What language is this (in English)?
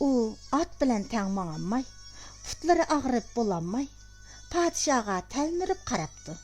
Uyghur